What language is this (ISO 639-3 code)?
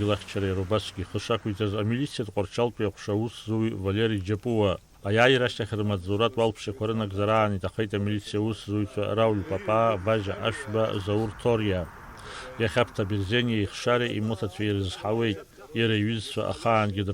abk